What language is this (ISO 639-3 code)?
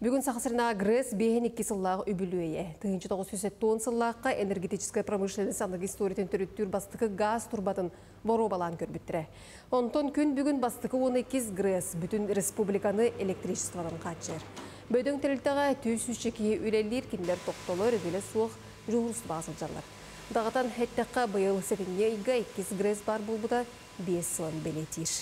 sah